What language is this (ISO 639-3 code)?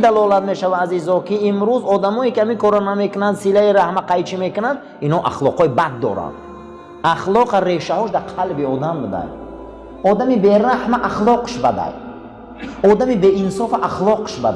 tgk